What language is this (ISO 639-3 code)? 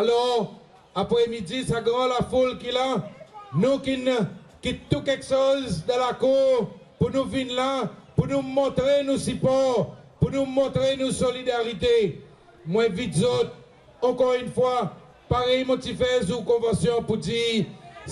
crs